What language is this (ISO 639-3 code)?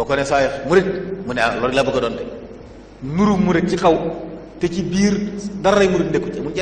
wol